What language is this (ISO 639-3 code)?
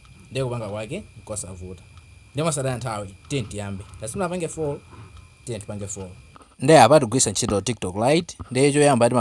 nya